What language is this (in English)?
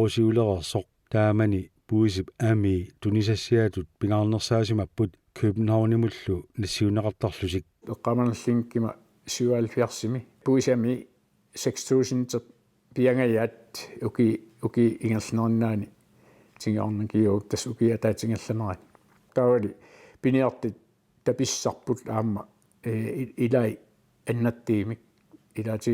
Kalaallisut